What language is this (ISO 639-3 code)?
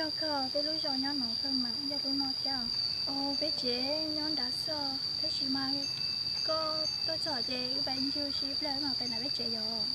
hmn